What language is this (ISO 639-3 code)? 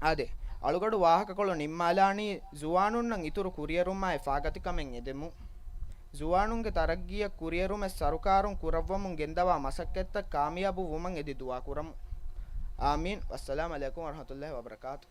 div